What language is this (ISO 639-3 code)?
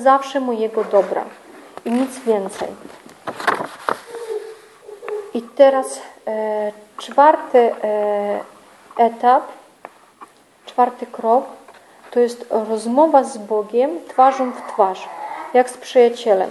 pol